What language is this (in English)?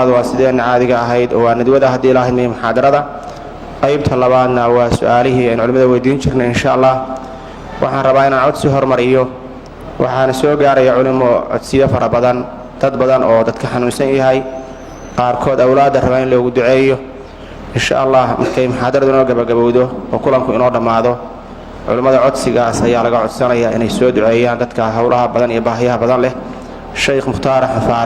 Somali